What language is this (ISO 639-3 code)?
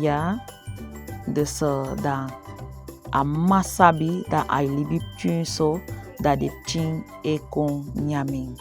srm